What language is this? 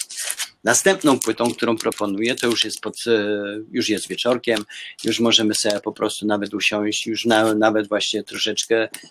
Polish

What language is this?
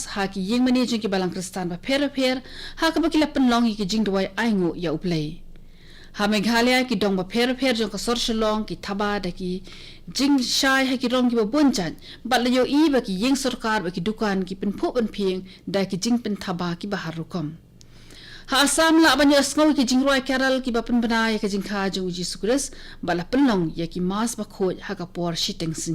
Khasi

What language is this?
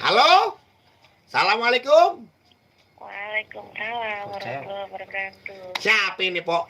Betawi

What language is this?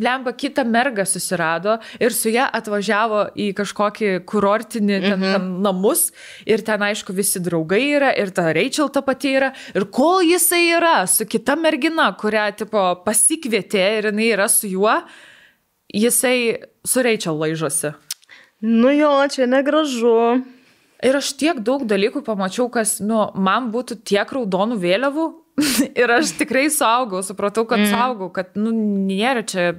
Lithuanian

